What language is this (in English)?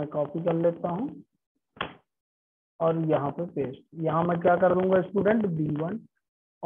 Hindi